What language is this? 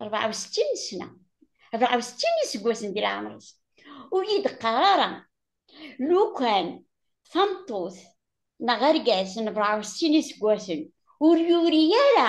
Kabyle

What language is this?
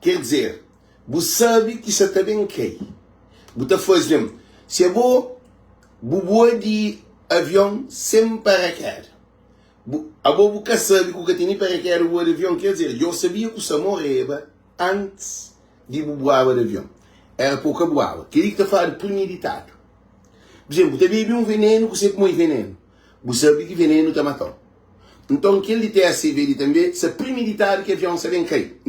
Kabuverdianu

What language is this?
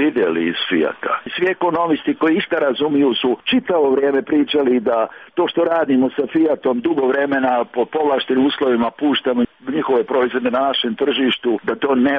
Serbian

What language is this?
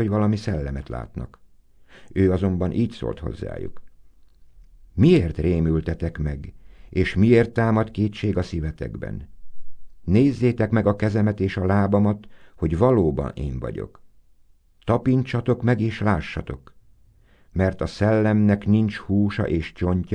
Hungarian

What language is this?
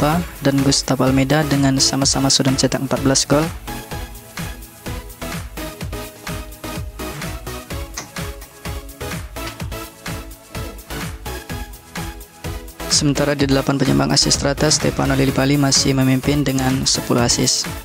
Indonesian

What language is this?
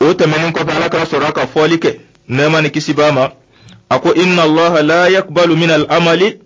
Dyula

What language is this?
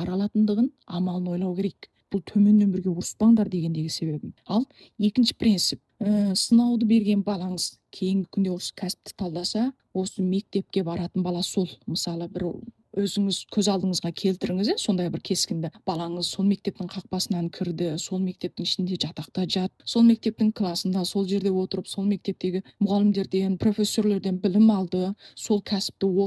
Kazakh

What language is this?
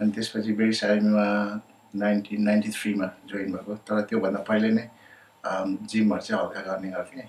Nepali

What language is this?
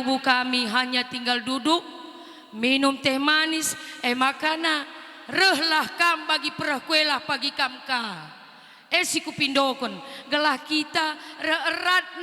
Batak Karo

